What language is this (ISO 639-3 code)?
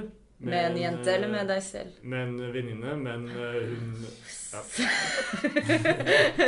nor